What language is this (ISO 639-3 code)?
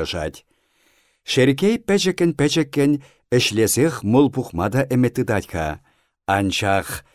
chv